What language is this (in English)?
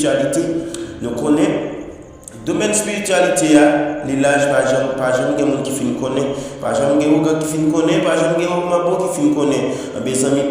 Haitian Creole